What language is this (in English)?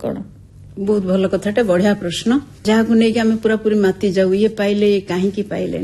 Odia